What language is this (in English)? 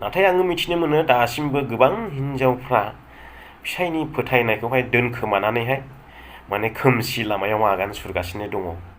Bodo